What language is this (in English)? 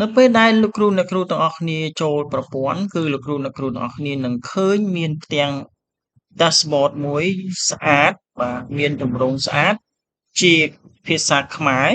Khmer